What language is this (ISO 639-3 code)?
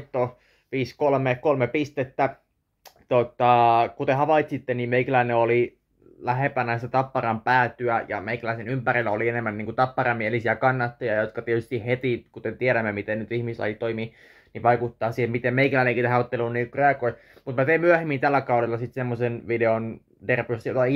fin